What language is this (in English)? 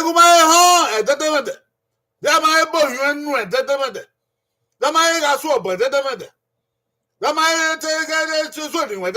Bini